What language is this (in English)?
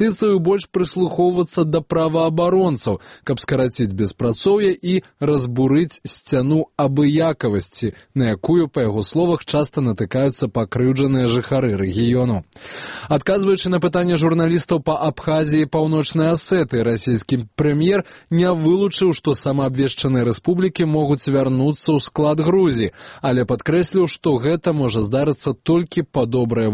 Belarusian